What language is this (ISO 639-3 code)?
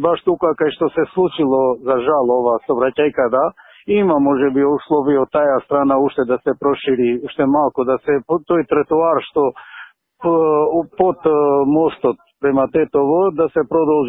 mkd